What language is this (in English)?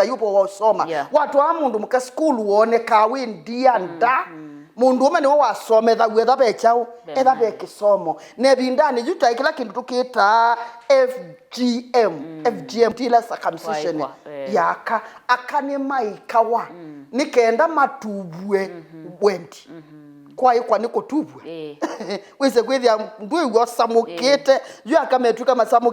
Kamba